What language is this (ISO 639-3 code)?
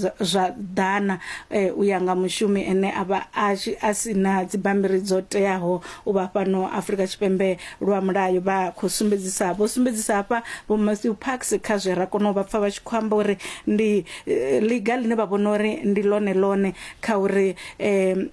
ven